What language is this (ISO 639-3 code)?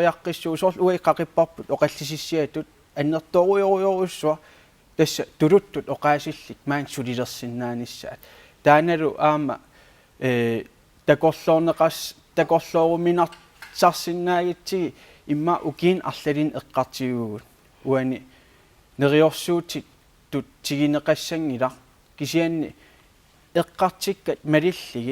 kal